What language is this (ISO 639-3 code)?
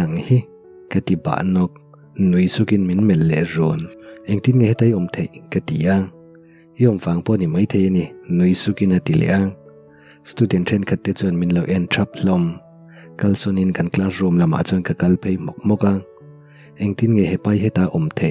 lus